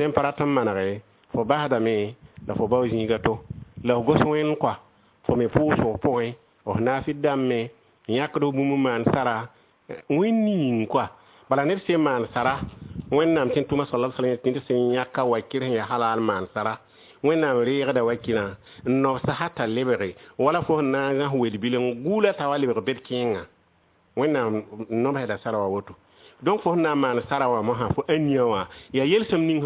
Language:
Mossi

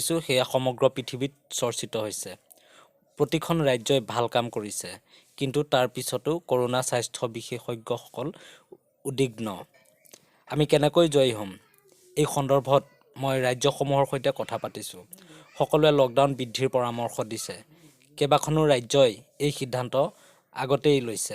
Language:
Assamese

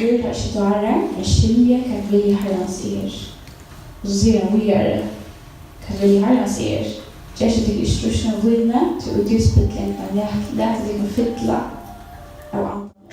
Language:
Faroese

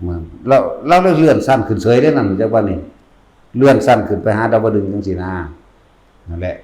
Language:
Northeastern Thai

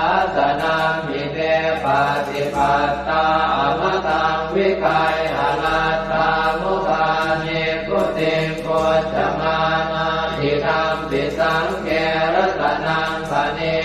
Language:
Pali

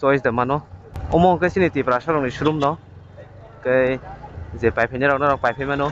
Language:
Kok Borok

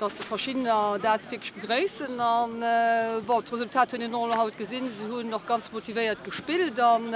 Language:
Luxembourgish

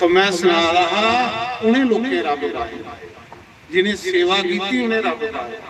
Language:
Dogri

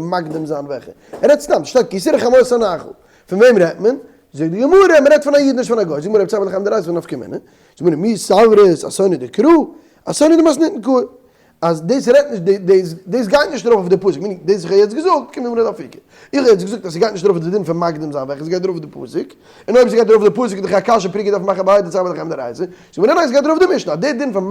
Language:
Yiddish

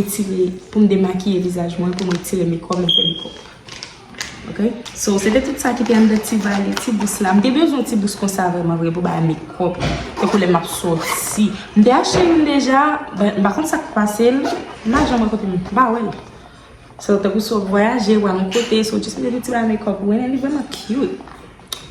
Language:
Haitian Creole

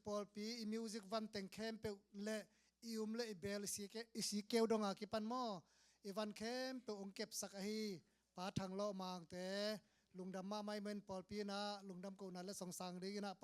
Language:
Tedim Chin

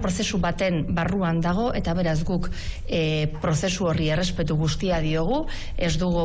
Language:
Basque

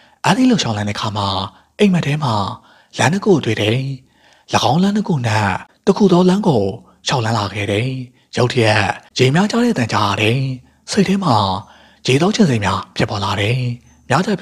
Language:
Burmese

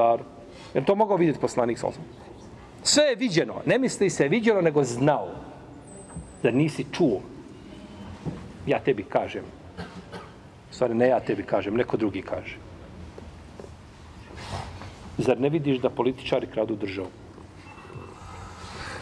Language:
Bosnian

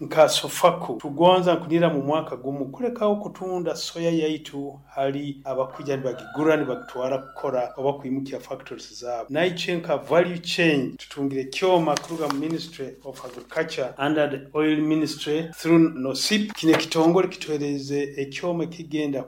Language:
Nyoro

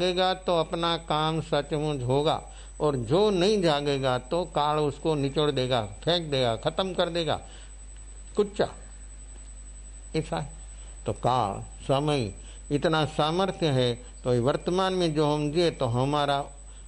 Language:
Hindi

